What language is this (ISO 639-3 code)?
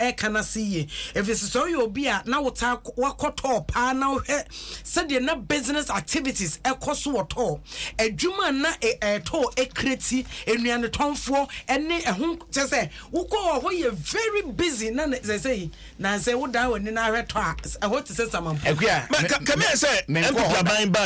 aka